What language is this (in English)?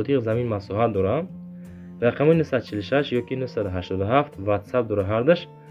Tajik